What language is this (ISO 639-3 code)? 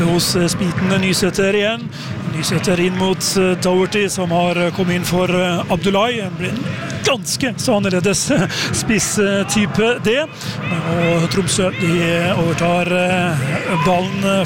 nor